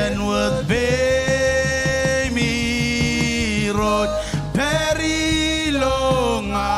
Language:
Marshallese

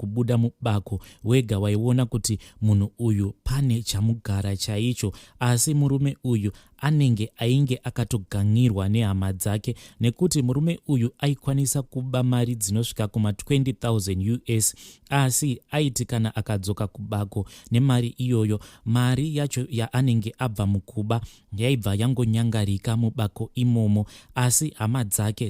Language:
Shona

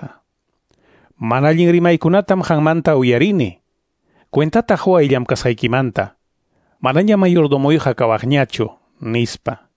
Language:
Ayacucho Quechua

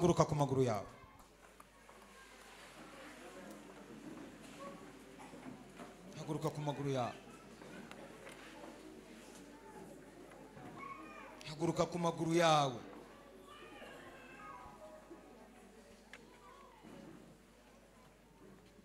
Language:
Kinyarwanda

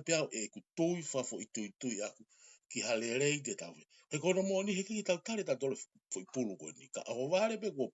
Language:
Tongan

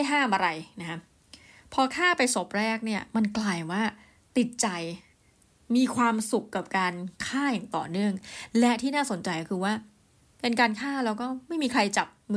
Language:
Thai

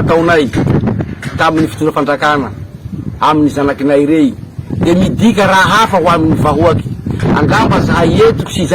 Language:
Malagasy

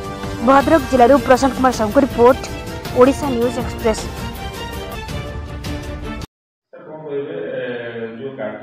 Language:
Odia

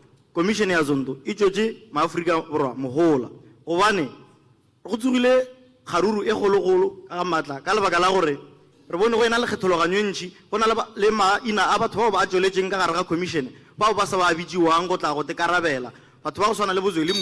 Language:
Northern Sotho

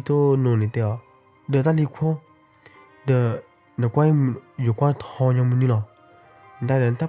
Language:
S'gaw Karen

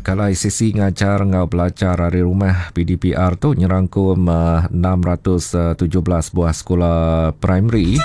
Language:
Iban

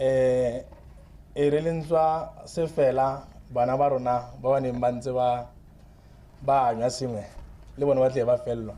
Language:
Tswana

